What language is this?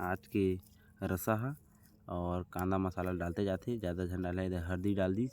Chhattisgarhi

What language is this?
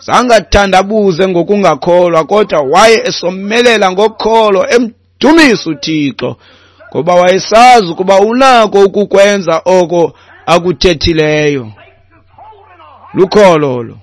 Xhosa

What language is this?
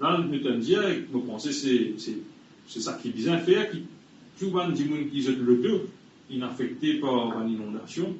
Morisyen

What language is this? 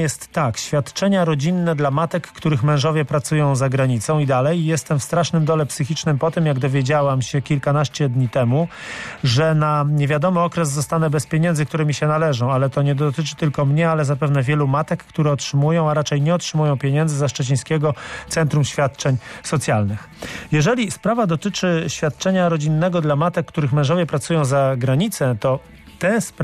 Polish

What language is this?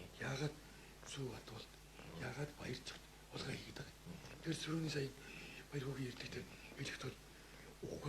Mongolian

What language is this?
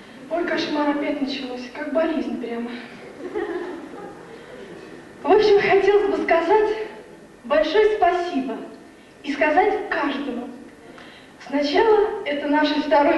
Russian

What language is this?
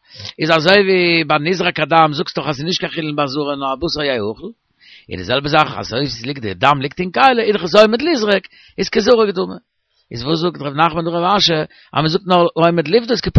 Yiddish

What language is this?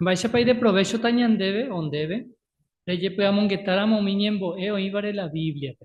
Guarani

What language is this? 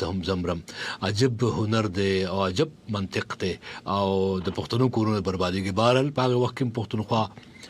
Pashto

